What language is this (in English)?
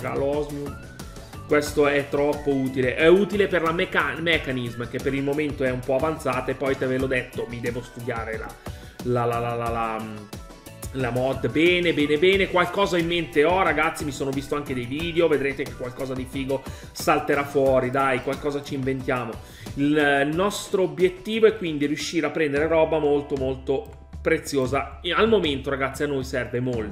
Italian